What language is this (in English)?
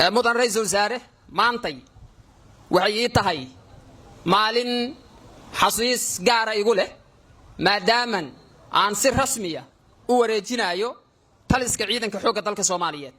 Somali